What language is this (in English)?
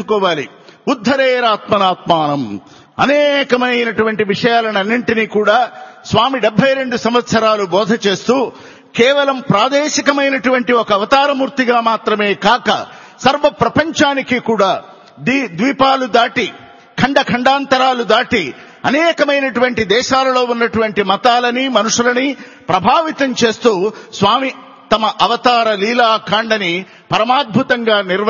Telugu